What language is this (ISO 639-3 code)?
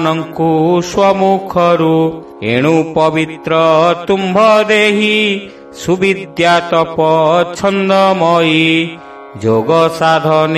ori